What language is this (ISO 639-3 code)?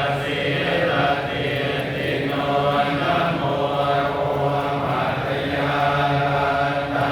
pli